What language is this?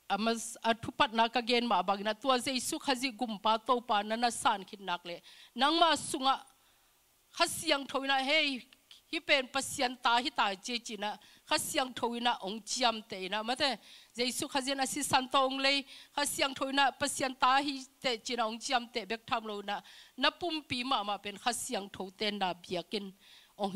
Tedim Chin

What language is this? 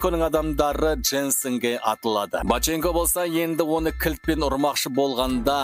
Kazakh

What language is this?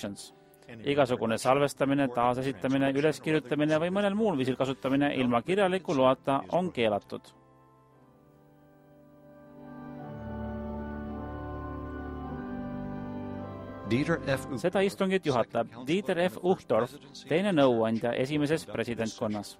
Estonian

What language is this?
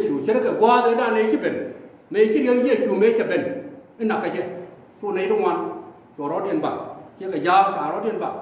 Nuer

